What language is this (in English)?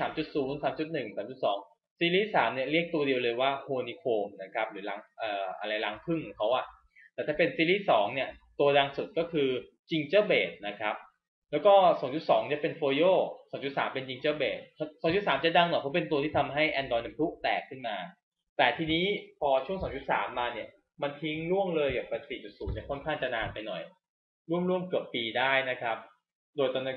Thai